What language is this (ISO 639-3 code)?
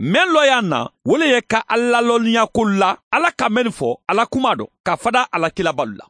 man